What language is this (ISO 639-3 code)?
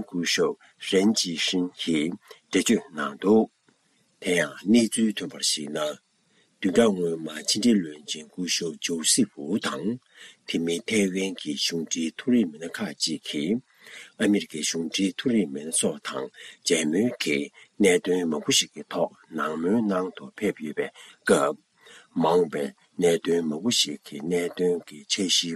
bod